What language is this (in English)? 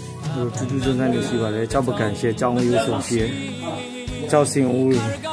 Burmese